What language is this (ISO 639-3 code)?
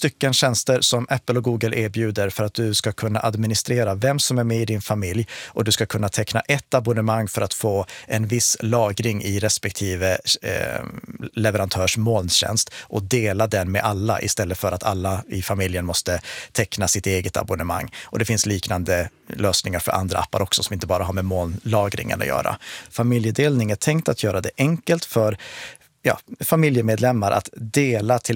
swe